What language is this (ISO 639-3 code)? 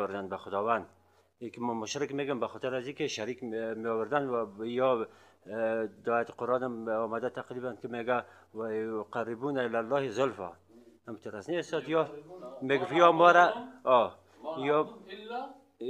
fas